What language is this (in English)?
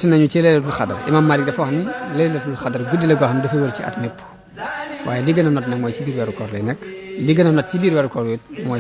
Wolof